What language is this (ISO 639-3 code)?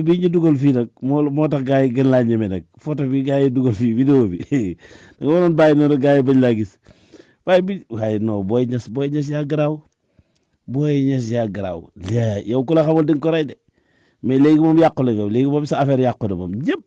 wol